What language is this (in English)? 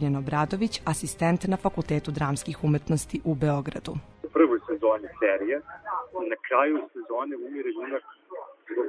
Serbian